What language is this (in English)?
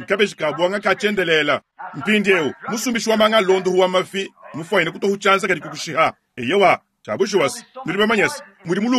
Luba-Lulua